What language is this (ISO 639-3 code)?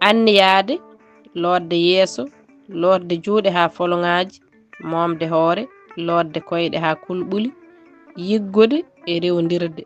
ful